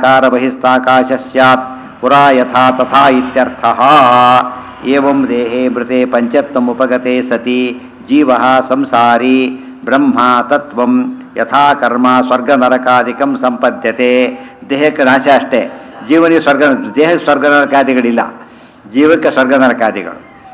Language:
Kannada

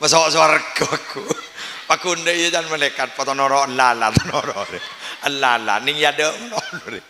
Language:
Madurese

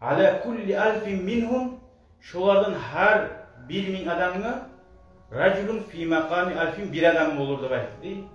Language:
Kumyk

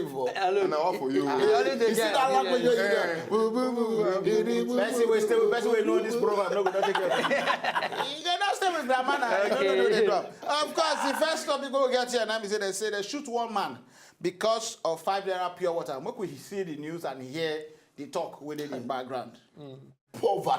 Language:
Nigerian Pidgin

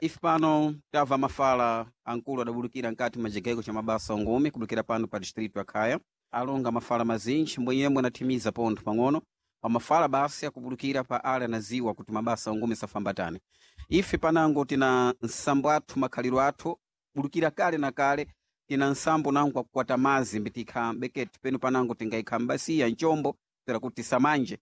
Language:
Sena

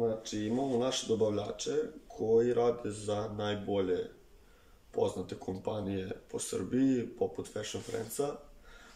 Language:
Serbian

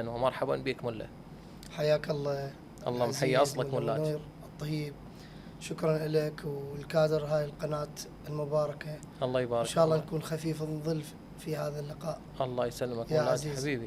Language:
Mesopotamian Arabic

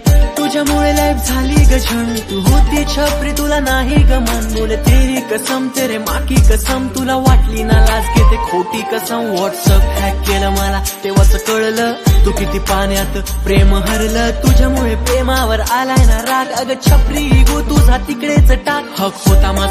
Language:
Marathi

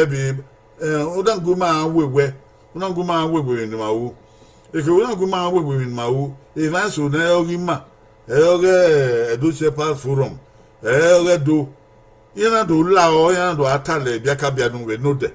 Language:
Bini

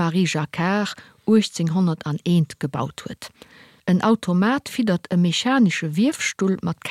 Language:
Luxembourgish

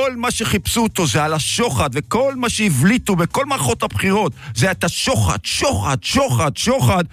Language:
Hebrew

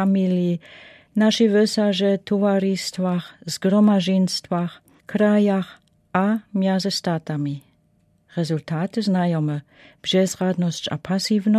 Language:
Lower Sorbian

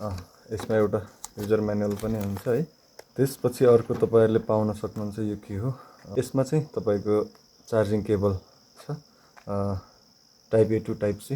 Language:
Nepali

